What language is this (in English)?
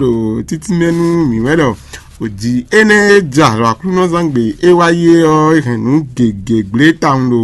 Fon